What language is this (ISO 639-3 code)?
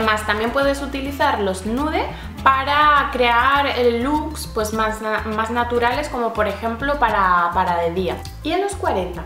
spa